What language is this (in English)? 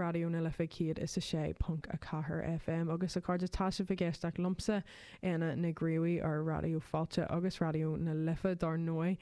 Irish